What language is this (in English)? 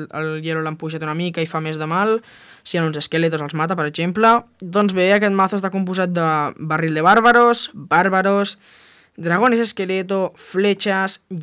Catalan